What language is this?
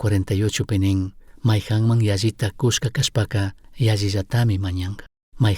Chimborazo Highland Quichua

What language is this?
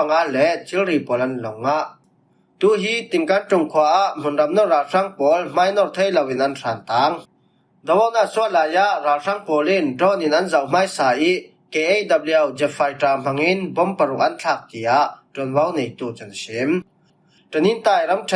Falam Chin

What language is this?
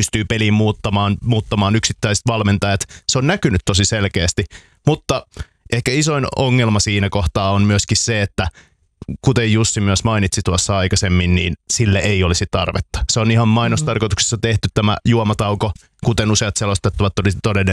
Finnish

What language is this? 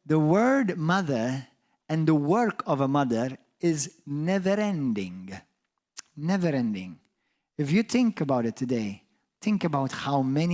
English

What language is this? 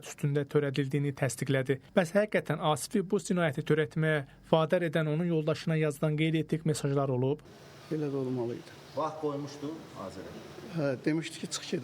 Azerbaijani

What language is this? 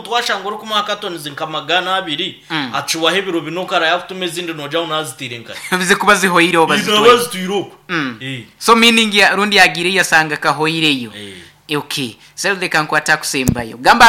Nyankole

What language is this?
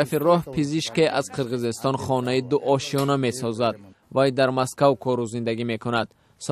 Tajik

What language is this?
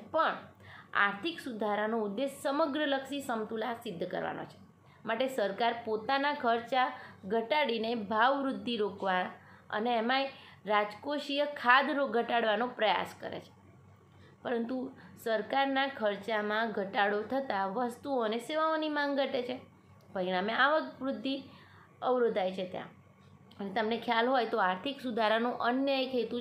Gujarati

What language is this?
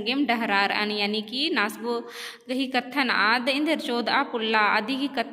Kurukh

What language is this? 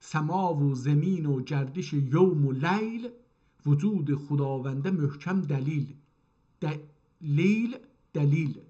South Azerbaijani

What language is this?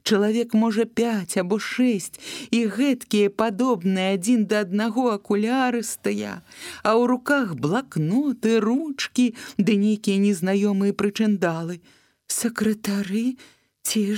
Belarusian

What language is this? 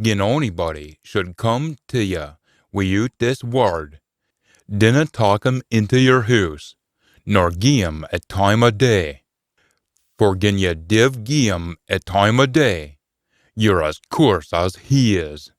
Scots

